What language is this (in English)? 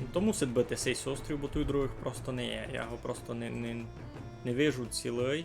Rusyn